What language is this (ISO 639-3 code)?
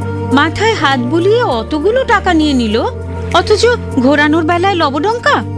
ben